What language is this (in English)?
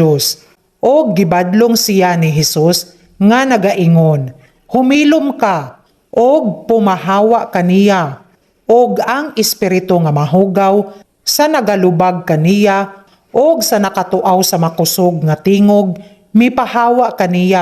Cebuano